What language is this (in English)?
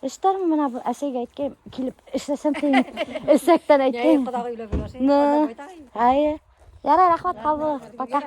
Bashkir